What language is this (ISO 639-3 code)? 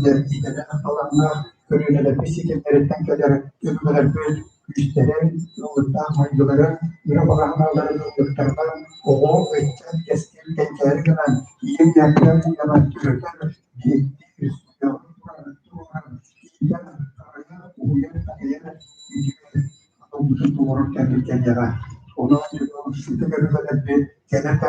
sah